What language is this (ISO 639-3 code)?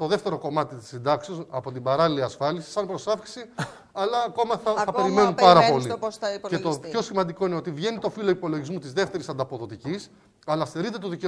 ell